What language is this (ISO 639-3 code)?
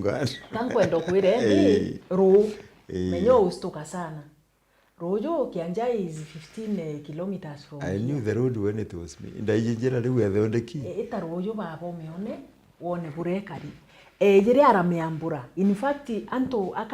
mer